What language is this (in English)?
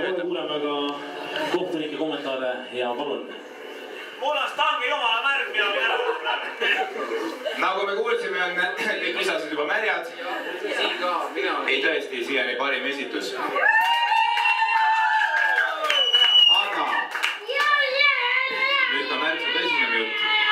Estonian